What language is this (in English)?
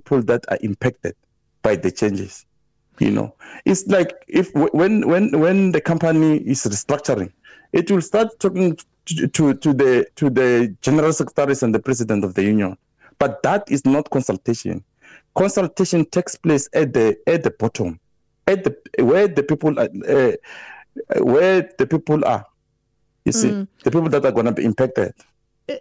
English